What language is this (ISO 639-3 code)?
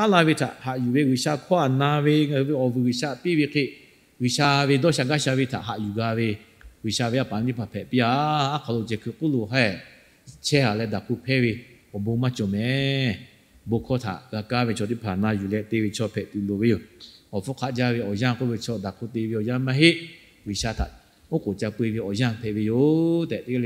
lhu